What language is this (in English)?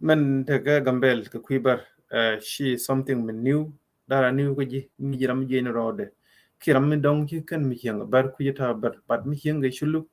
Nuer